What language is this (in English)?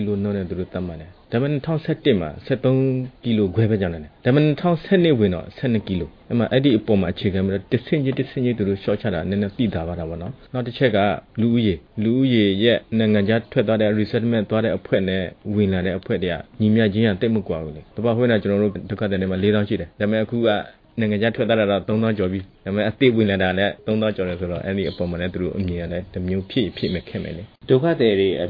Burmese